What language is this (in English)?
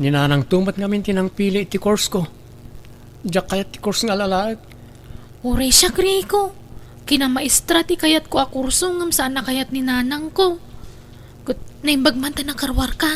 Iloko